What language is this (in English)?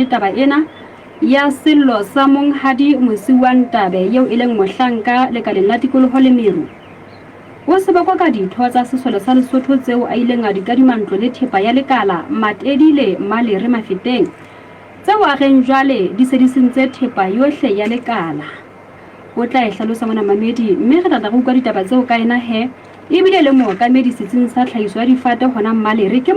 Southern Sotho